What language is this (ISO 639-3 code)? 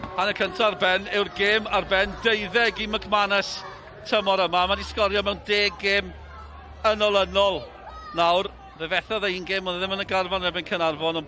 cym